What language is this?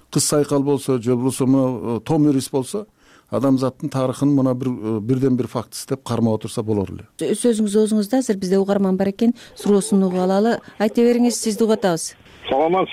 Kyrgyz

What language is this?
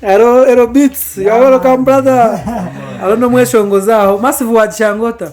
Nyankole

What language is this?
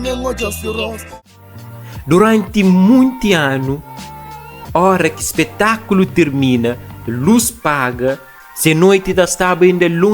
Kabuverdianu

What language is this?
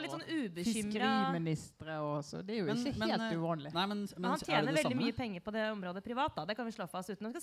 Norwegian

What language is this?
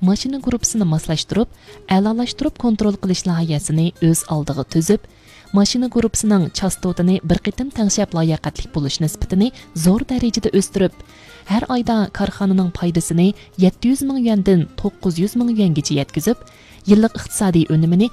Uyghur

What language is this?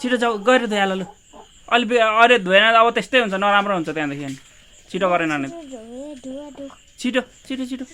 Nepali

